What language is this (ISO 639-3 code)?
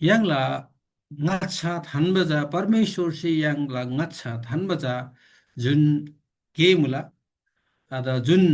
taj